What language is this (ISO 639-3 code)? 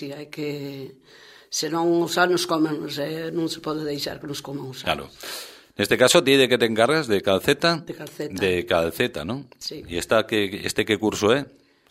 glg